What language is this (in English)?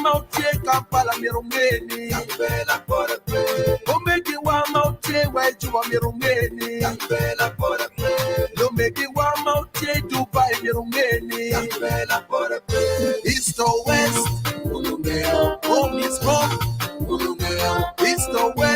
Acoli